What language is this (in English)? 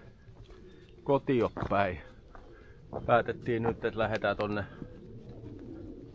Finnish